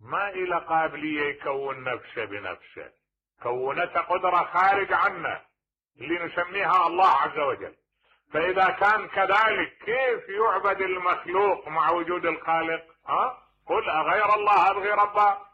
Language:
Mesopotamian Arabic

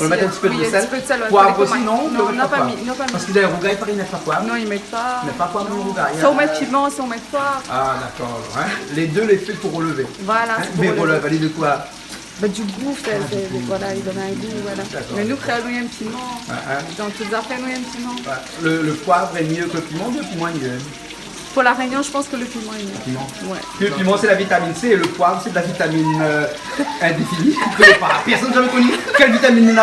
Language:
Réunion Creole French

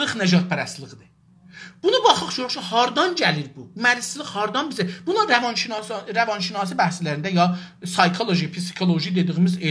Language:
South Azerbaijani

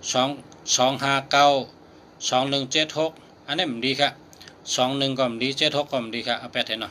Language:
Shan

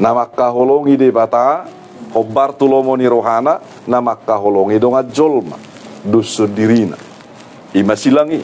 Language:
Batak Toba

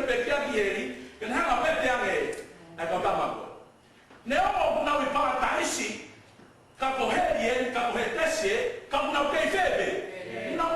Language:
Tongan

